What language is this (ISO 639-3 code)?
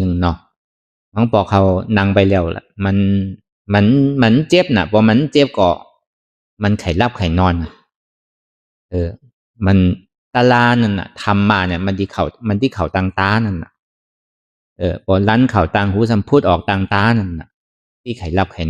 shn